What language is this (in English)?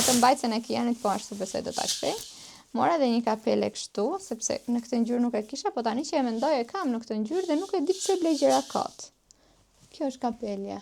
Albanian